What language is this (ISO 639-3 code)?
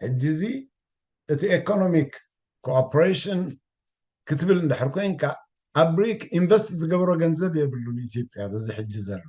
tir